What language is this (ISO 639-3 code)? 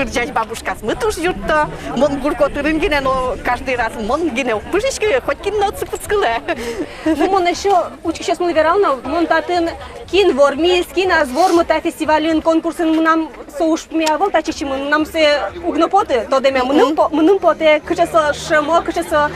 udm